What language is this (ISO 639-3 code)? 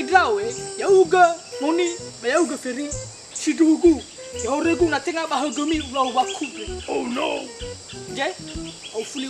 nia